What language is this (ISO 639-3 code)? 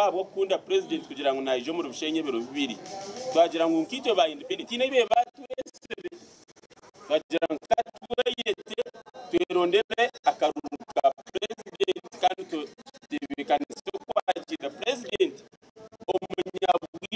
nyn